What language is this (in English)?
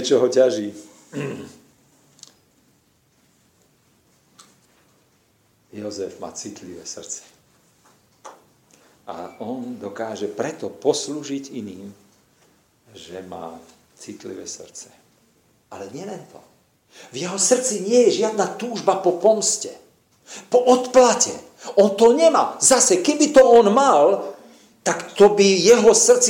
Slovak